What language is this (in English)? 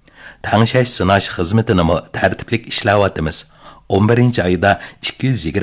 Uyghur